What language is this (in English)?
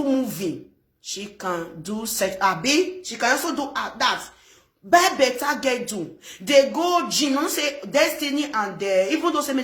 Nigerian Pidgin